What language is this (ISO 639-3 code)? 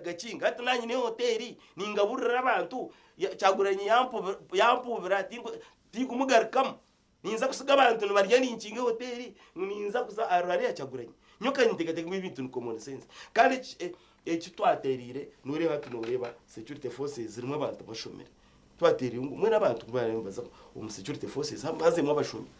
nyn